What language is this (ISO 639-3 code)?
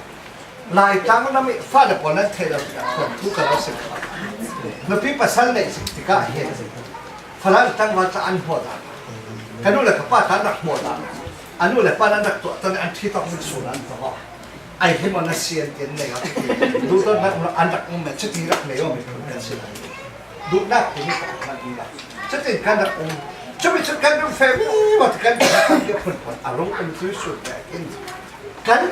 cfm